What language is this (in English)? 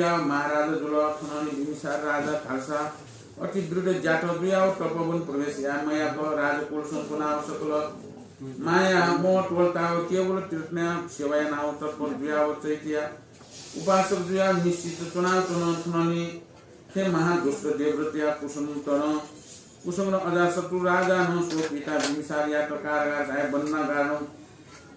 Newari